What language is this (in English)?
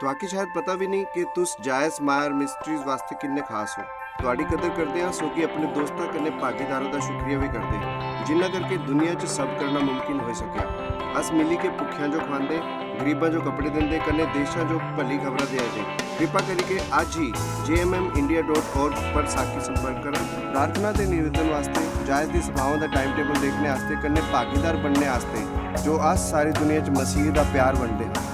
Dogri